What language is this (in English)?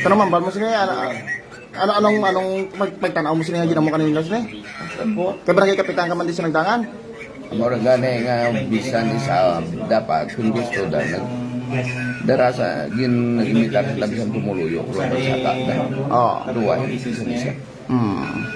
Hiligaynon